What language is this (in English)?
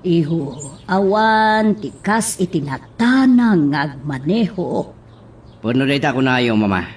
Iloko